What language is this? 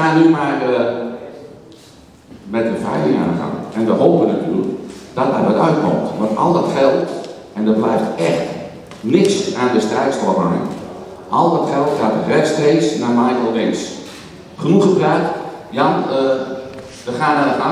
Dutch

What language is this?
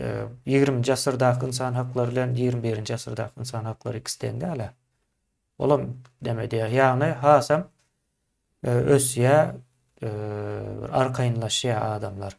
Turkmen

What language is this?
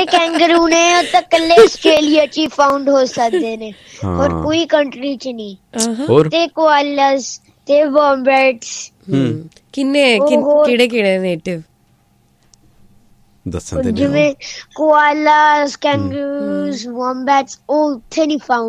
Punjabi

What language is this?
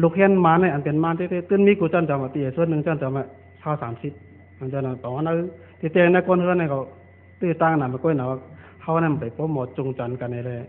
Shan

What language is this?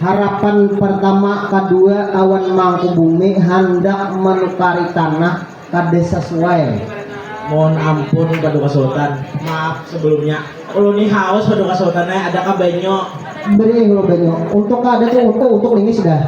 Banjar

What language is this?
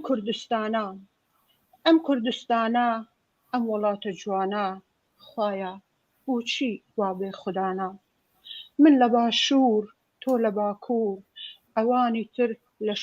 Kurdish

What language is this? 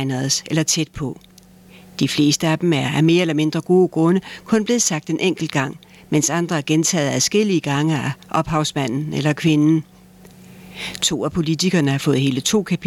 Danish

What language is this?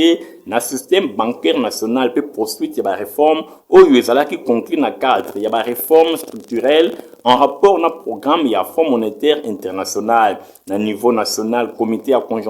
Lingala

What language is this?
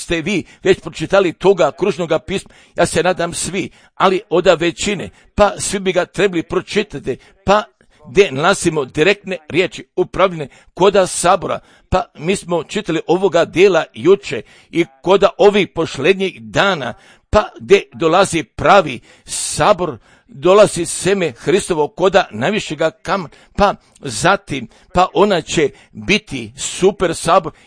Croatian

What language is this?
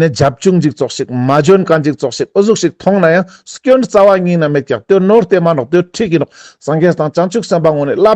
Ladakhi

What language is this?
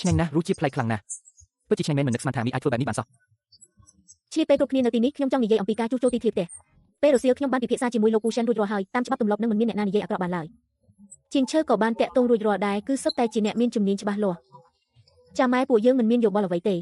Khmer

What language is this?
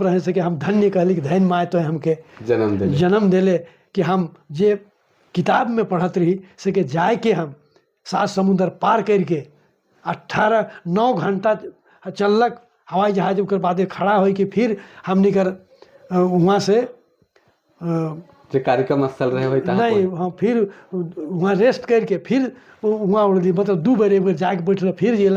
Sadri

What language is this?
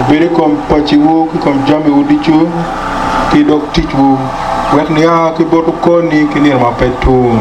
Acoli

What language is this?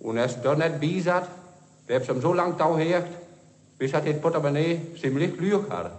Westphalien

